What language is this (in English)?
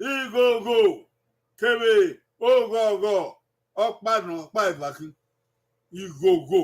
Bini